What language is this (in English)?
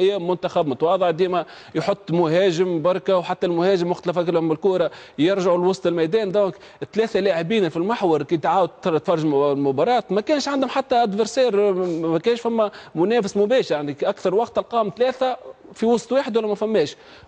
Tunisian Arabic